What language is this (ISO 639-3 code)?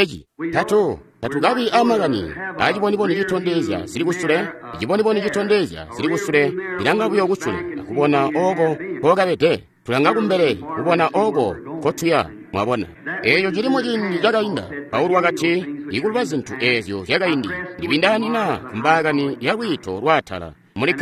toi